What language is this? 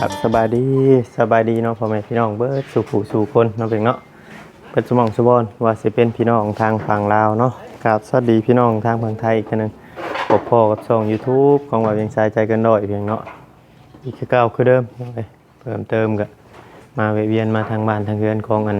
Northeastern Thai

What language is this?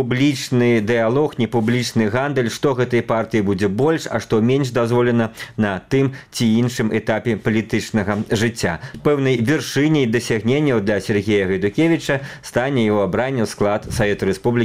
Belarusian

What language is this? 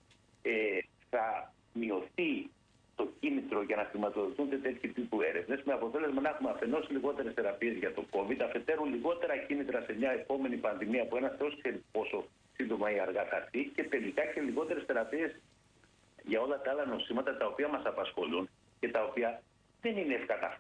Greek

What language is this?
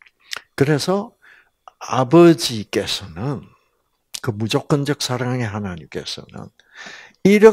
Korean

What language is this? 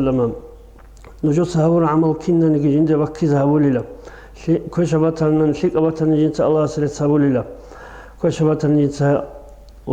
Avaric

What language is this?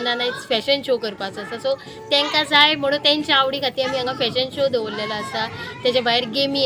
Konkani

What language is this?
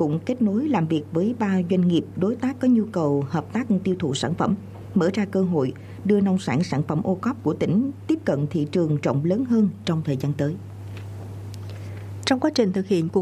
Vietnamese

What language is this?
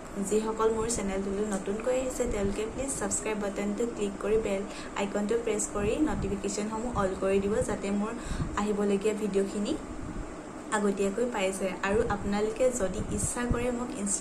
Assamese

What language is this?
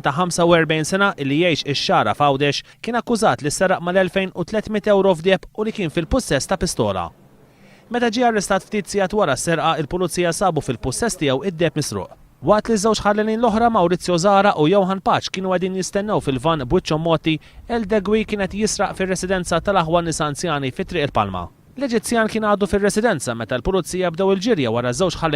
Maltese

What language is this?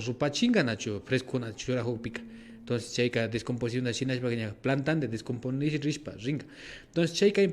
Imbabura Highland Quichua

